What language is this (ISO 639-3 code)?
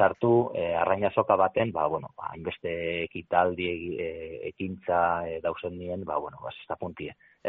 eus